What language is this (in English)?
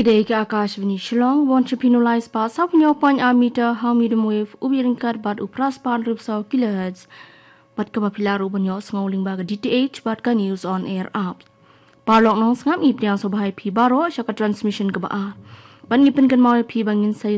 Khasi